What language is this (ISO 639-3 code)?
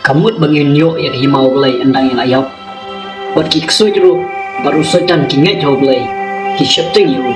kha